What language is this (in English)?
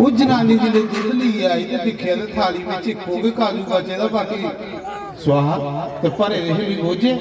Dogri